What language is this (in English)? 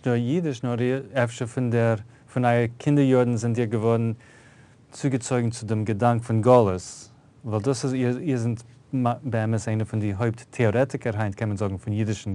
Yiddish